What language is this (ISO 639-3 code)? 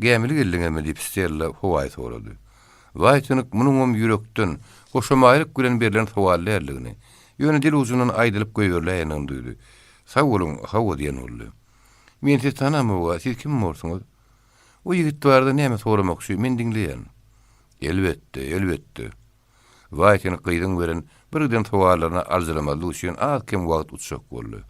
tuk